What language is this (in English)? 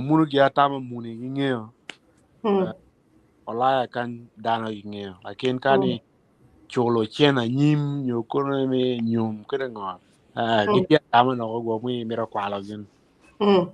Acoli